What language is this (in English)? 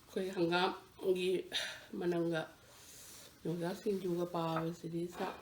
Manipuri